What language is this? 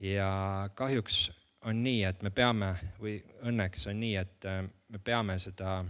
Estonian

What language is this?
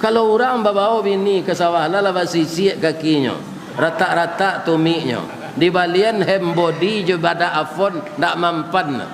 Minangkabau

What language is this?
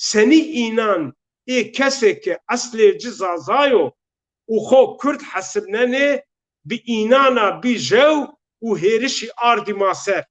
Zaza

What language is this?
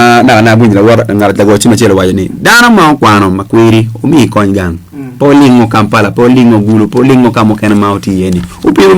Acoli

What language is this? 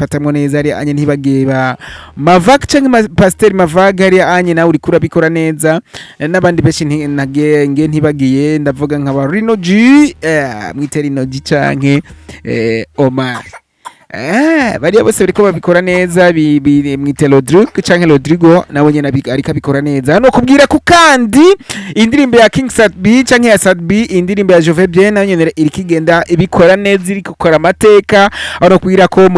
Rundi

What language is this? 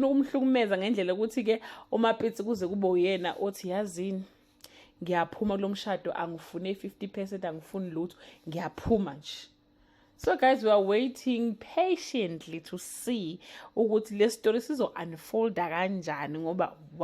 Zulu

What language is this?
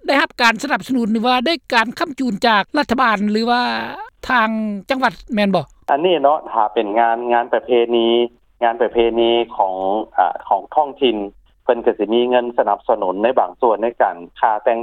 Lao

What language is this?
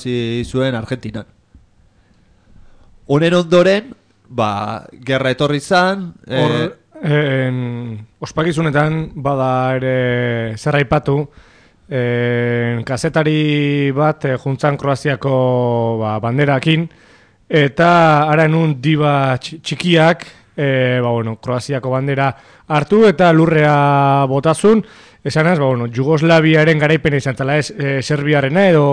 Basque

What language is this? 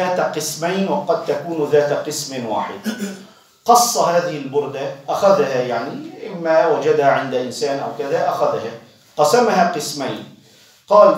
Arabic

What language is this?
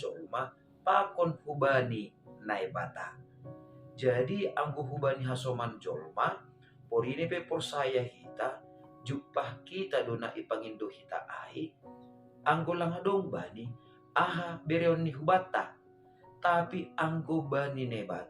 Batak Simalungun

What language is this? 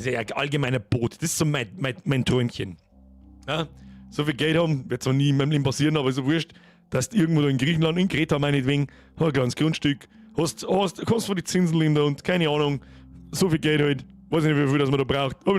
Bavarian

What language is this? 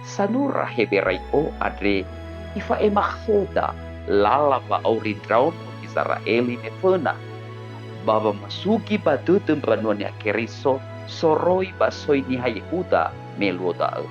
Nias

